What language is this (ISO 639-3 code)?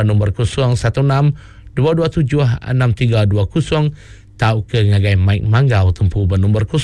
iba